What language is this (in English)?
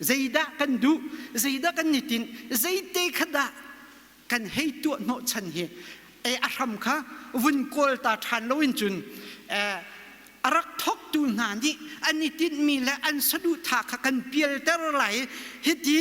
Hakha Chin